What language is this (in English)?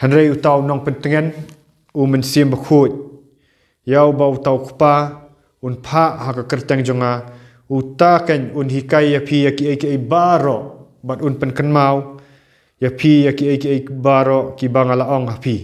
Khasi